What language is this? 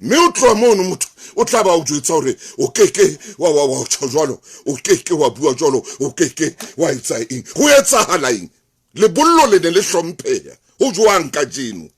Southern Sotho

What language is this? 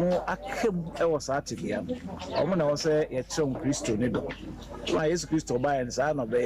Akan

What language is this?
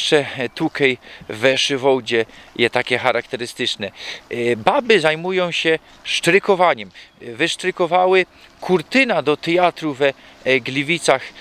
Silesian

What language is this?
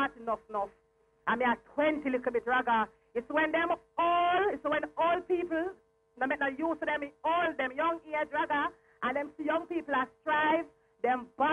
Jamaican Creole English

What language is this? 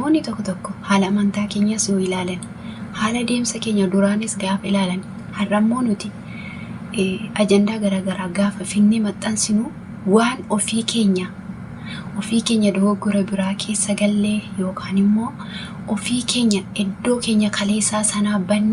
Oromo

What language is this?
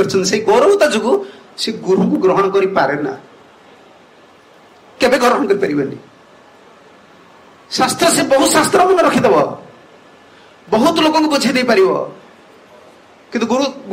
Odia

